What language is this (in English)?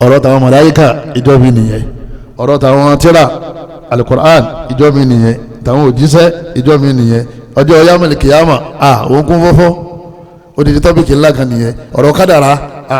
Yoruba